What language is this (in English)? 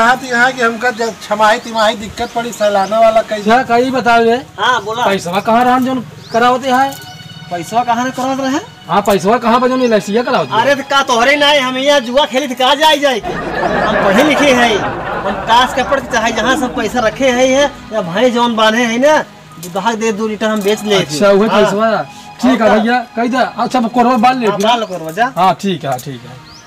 Awadhi